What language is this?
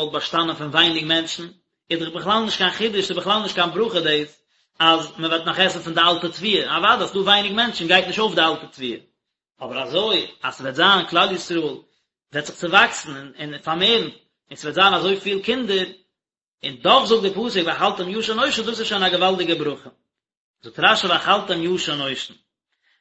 Yiddish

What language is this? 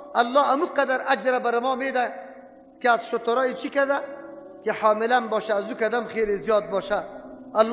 Persian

